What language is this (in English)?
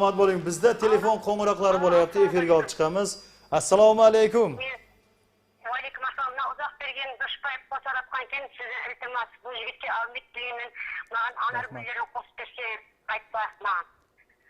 Kara-Kalpak